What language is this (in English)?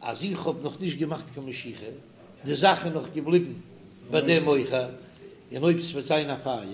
Yiddish